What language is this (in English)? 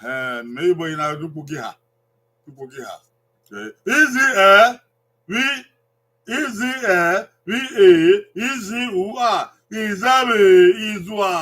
Bini